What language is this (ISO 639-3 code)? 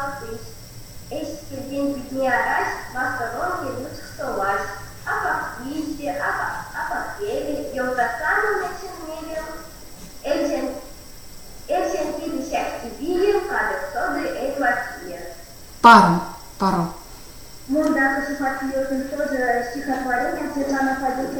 myv